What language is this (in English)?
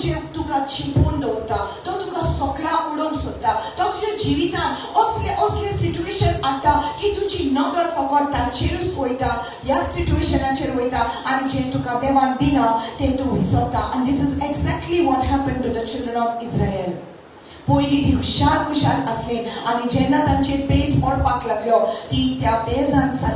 Konkani